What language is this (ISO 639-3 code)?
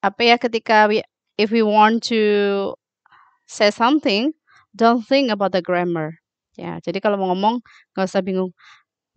ind